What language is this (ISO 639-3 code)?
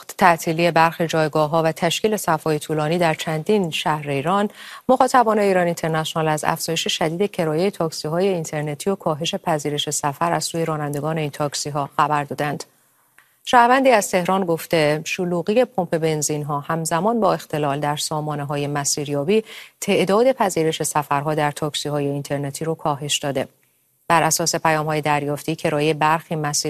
fas